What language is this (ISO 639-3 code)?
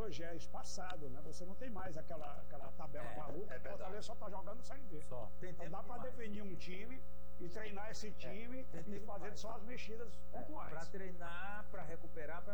por